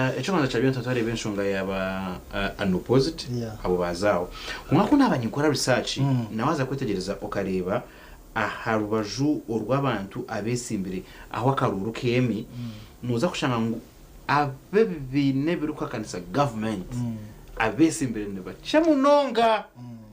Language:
Nyankole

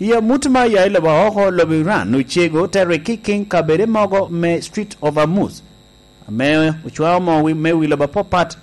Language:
Lango (Uganda)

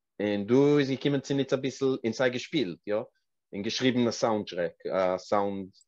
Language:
Yiddish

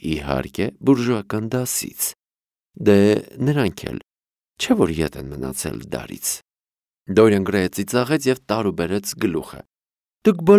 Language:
Armenian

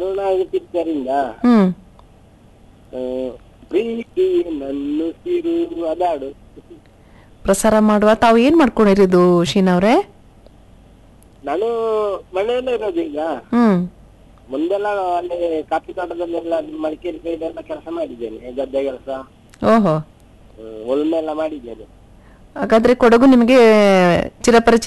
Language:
Kannada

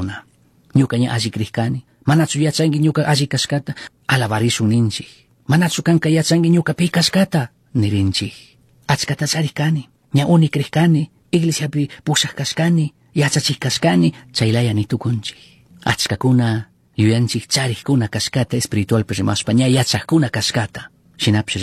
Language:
Chimborazo Highland Quichua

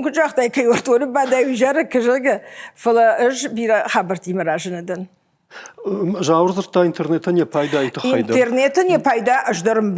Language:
Ossetic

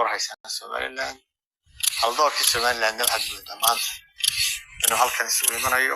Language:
Somali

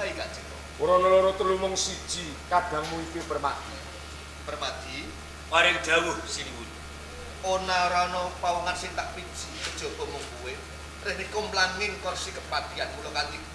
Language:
Javanese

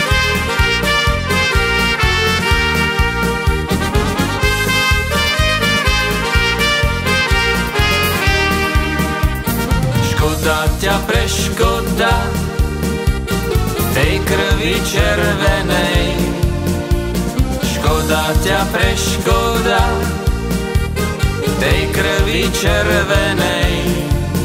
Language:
Slovak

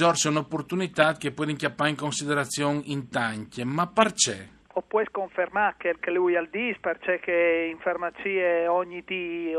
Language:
Friulian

